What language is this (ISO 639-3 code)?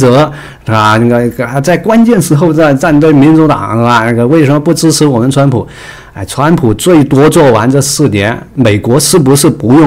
zho